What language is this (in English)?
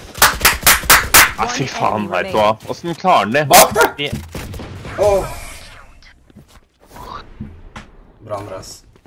Norwegian